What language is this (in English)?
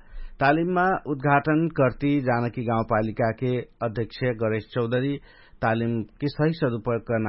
Dangaura Tharu